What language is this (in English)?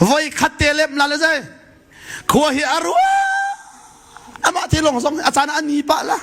Hakha Chin